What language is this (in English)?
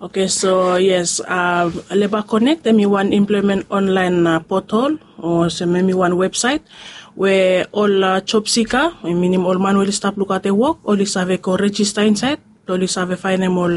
Bislama